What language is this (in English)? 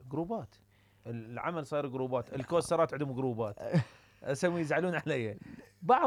Mesopotamian Arabic